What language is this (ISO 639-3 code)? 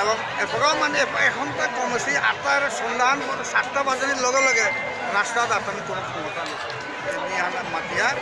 bpy